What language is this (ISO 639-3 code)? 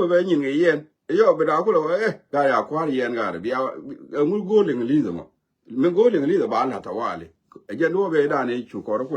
nus